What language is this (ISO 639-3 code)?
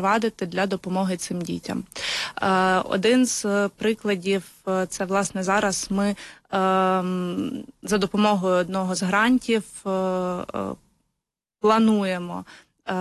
ukr